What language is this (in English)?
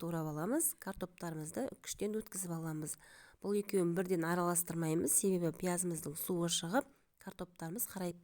Kazakh